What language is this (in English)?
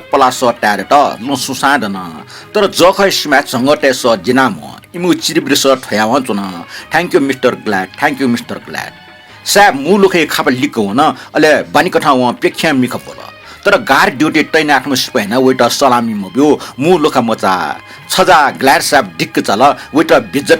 Newari